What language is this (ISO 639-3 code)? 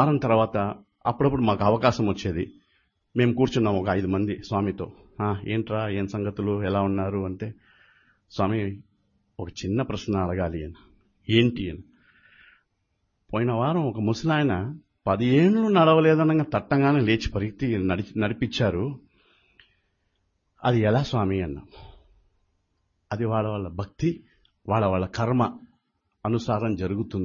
tel